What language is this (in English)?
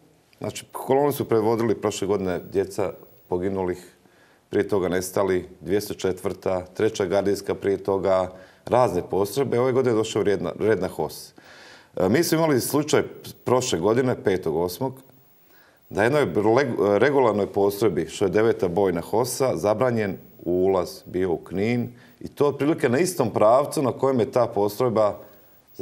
Croatian